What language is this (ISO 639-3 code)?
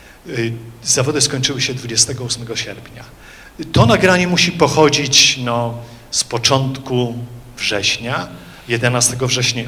pol